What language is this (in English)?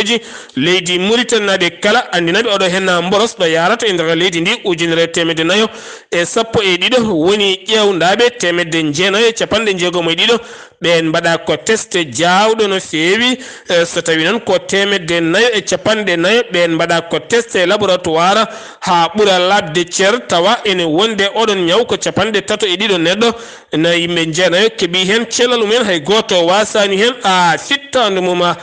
Fula